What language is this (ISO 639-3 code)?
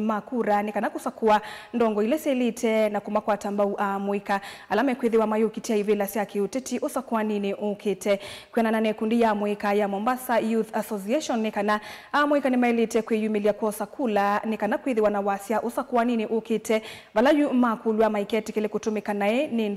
kam